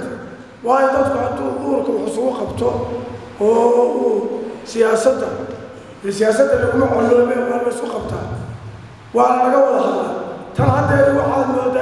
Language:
Somali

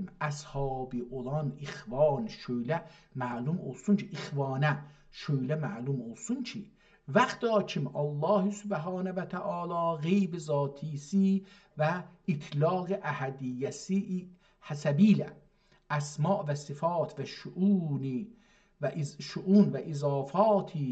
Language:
South Azerbaijani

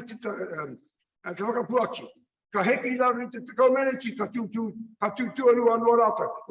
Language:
Māori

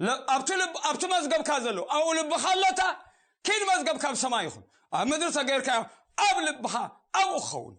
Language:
Tigrinya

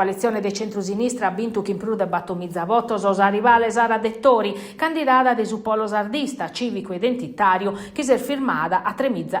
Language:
Sardinian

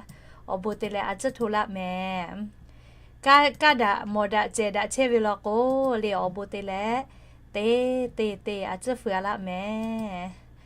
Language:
Lahu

